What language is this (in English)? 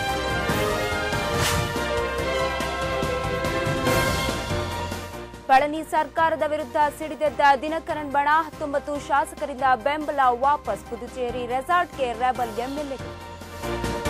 Kannada